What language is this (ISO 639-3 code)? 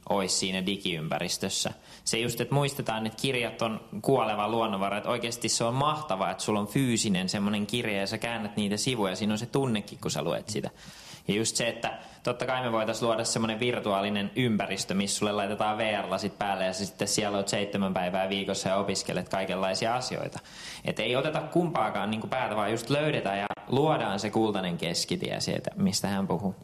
fin